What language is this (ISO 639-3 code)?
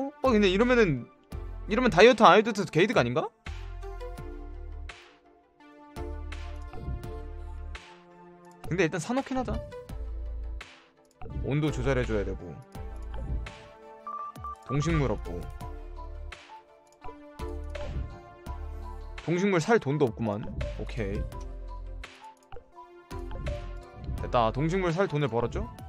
kor